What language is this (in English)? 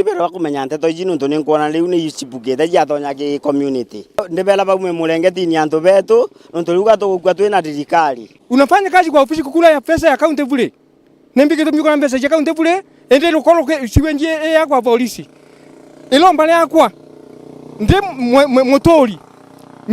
Meru